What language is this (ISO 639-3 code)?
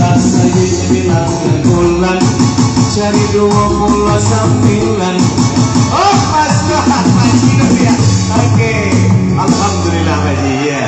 min